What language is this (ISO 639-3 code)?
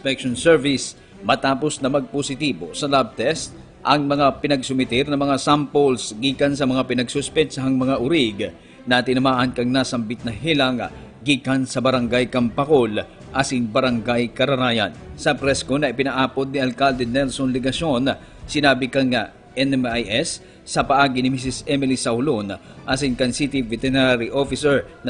bik